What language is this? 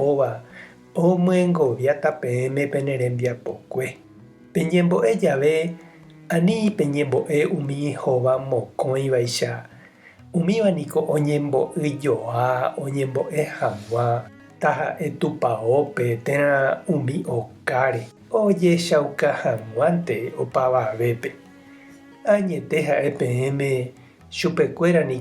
Guarani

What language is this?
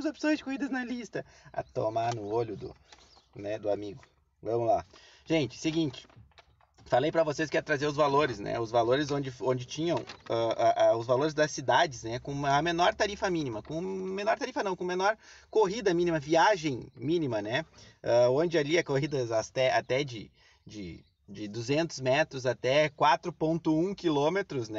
Portuguese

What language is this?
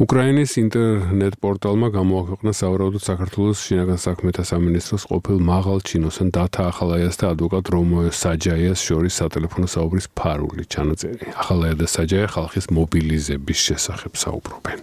Georgian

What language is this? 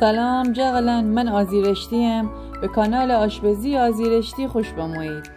Gilaki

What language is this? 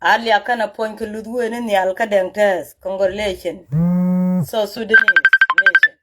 Nuer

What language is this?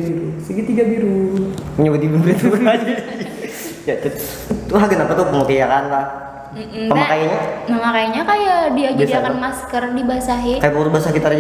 Banjar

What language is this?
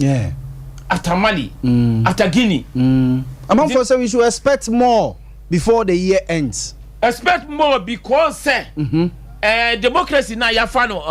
Akan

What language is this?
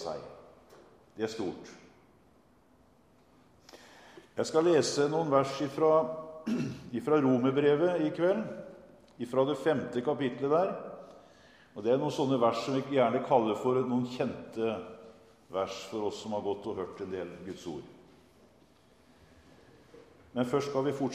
Norwegian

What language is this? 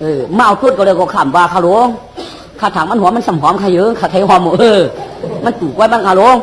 Shan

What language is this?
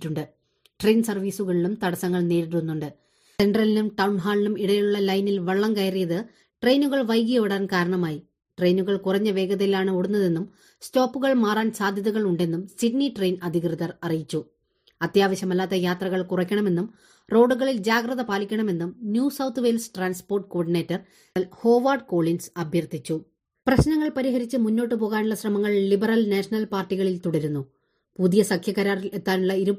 Malayalam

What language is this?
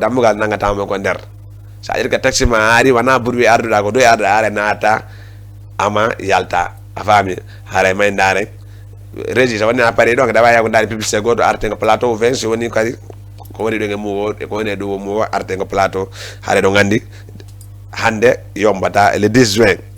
Fula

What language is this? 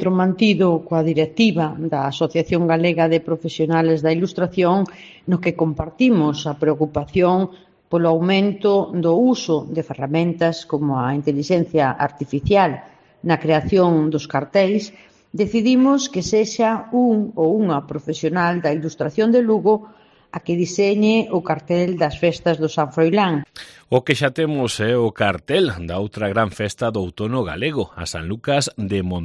Galician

